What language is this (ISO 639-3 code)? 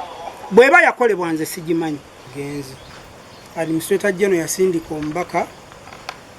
lug